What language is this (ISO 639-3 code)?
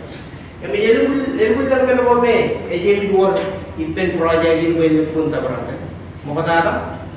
mah